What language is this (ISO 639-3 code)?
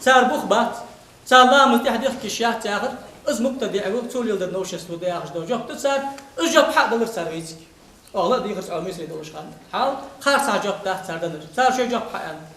inh